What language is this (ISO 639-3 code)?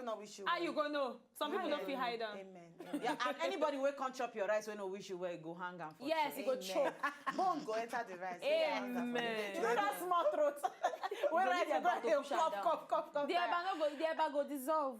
pcm